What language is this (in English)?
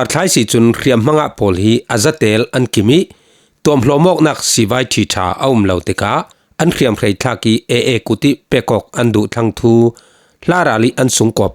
Falam Chin